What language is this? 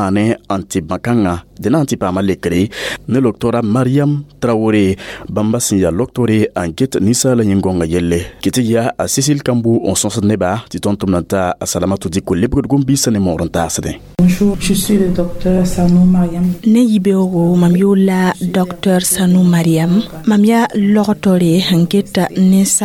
Mossi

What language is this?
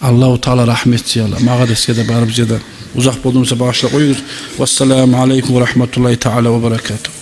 Kumyk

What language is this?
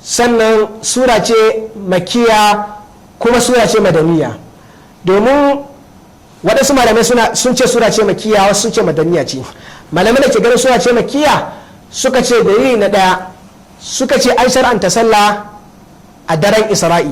Hausa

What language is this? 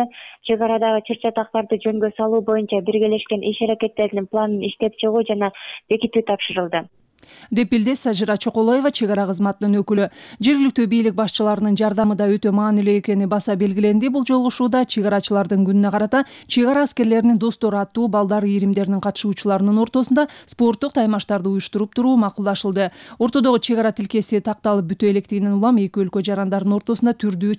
Kyrgyz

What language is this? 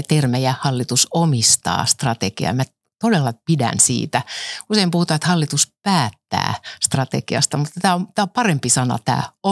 Finnish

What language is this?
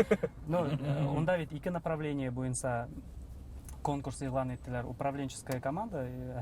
Bashkir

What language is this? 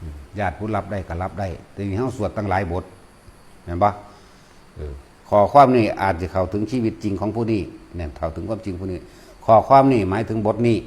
Northeastern Thai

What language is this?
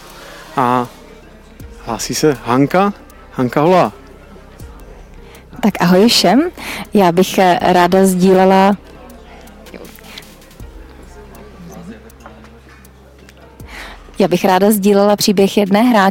Czech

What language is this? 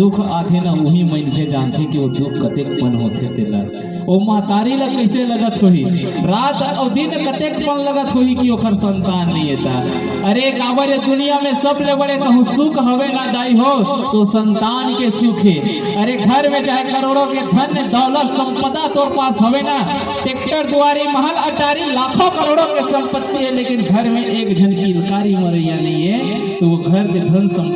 Chhattisgarhi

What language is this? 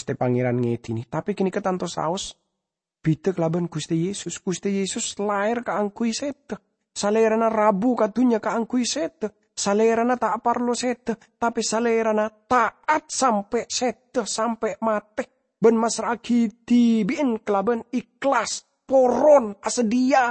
Madurese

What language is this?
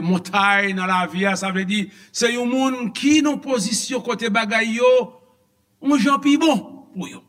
Haitian Creole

